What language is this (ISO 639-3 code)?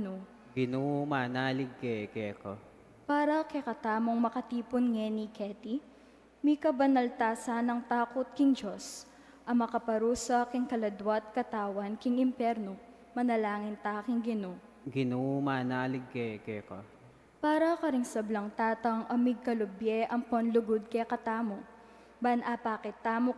pam